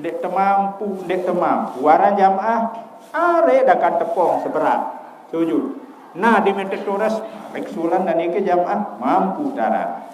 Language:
Sasak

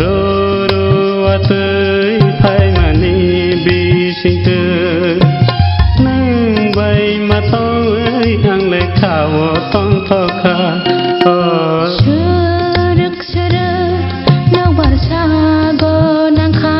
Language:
Kok Borok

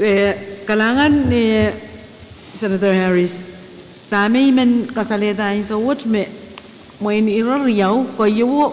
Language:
Pohnpeian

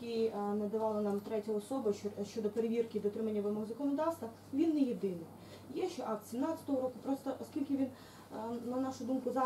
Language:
Ukrainian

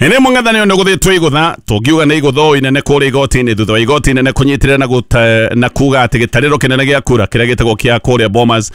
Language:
Kikuyu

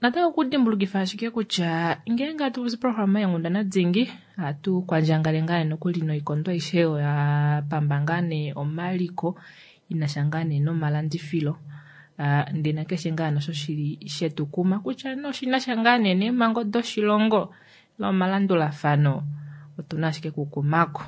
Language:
Kuanyama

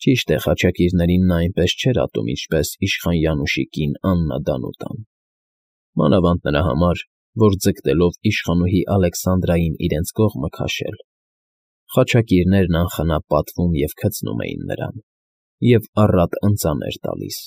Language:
Armenian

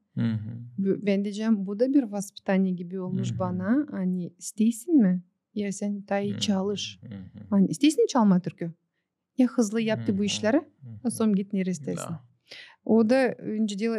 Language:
Gagauz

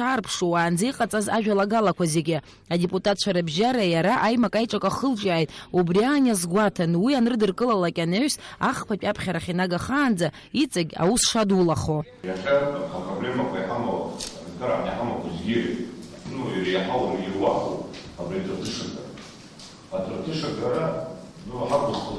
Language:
Abkhazian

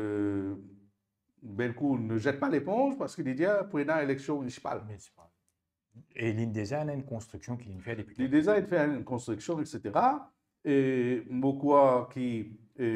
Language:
Morisyen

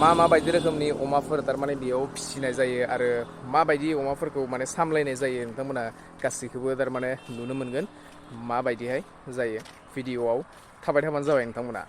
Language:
Bodo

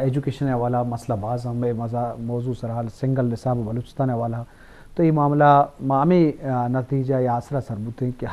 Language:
Eastern Balochi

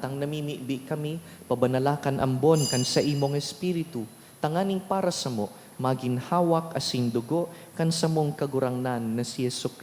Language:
Bikol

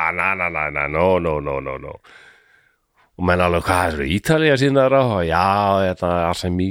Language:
Icelandic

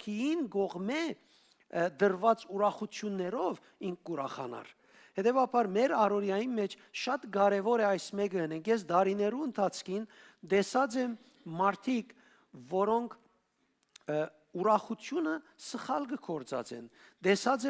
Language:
Western Armenian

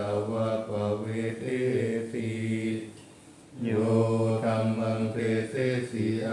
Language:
Pali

